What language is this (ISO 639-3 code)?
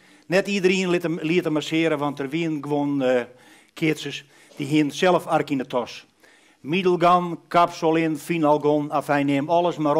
fry